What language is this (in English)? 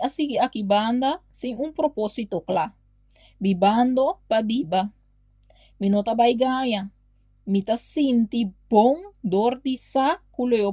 Papiamento